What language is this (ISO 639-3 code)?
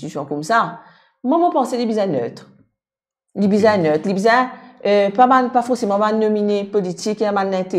mfe